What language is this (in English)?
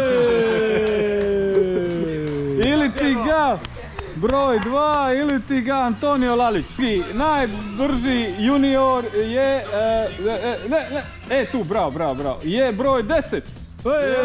Croatian